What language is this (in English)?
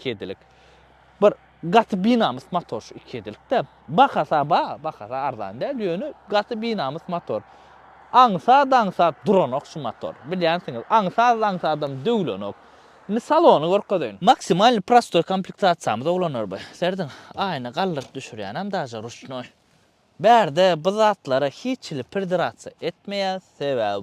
Turkmen